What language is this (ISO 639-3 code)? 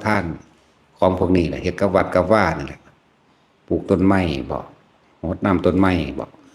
tts